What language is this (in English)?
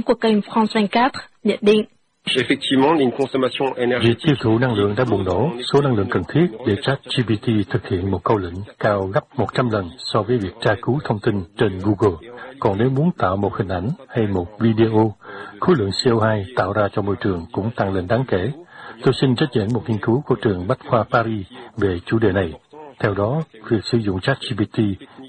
Vietnamese